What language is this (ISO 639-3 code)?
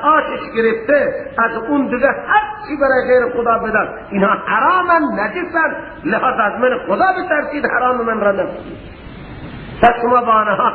fas